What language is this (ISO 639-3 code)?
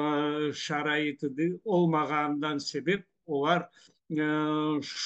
crh